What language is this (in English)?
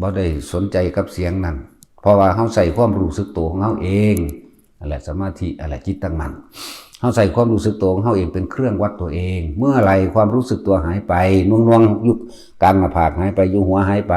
Northeastern Thai